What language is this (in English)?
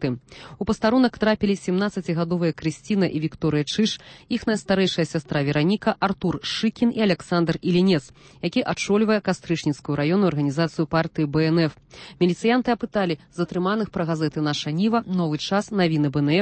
Belarusian